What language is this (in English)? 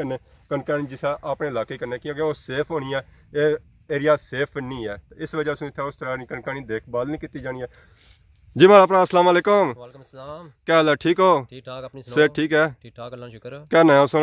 Pahari-Potwari